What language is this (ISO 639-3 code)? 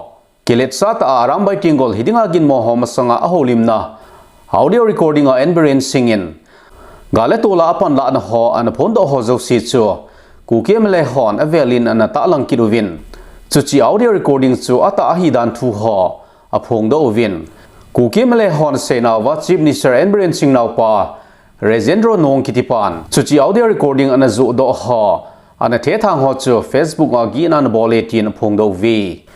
tcz